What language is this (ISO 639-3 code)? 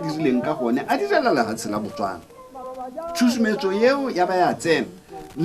tsn